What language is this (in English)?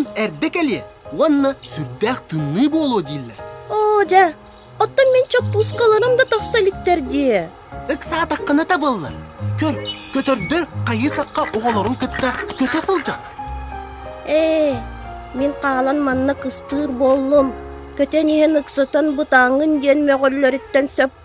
Yakut